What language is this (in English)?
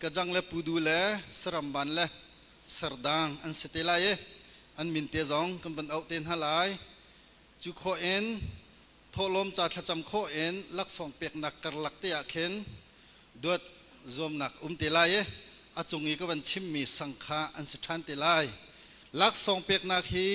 Hakha Chin